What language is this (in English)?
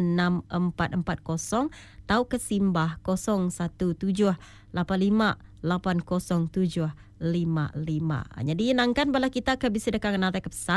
Iban